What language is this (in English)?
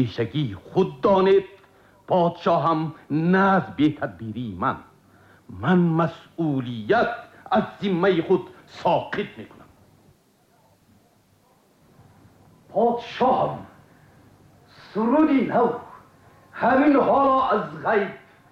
Tajik